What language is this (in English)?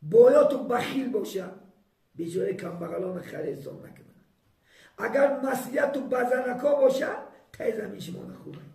Tajik